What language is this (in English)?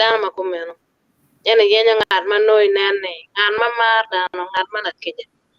Acoli